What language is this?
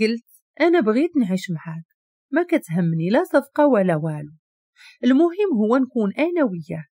Moroccan Arabic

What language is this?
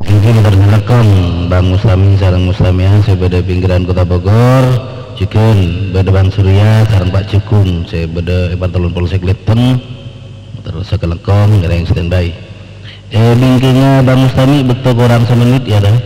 Madurese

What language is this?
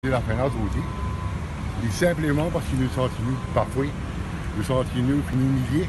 Morisyen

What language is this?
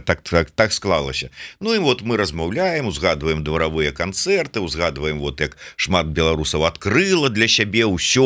Belarusian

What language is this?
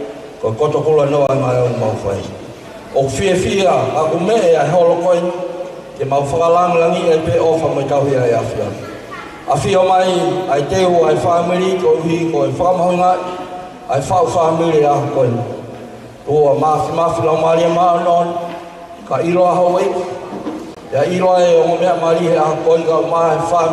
Tongan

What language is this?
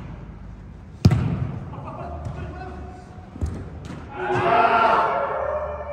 Kazakh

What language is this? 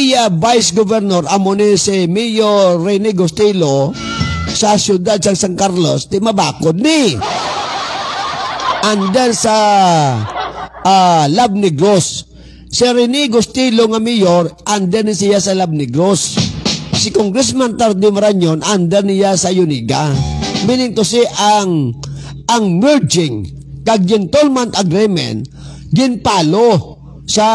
Hiligaynon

